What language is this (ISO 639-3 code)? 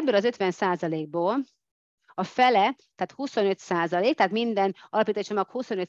hun